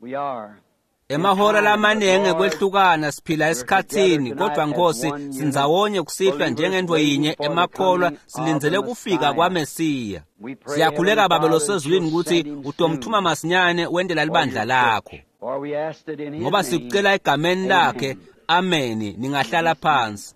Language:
Swati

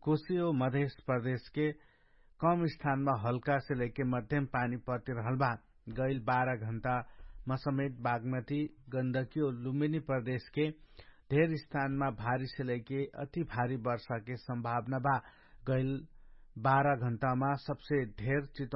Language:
Dangaura Tharu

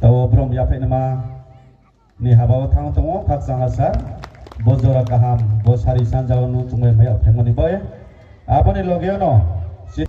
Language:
Riang (India)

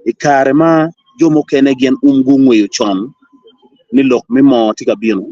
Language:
Acoli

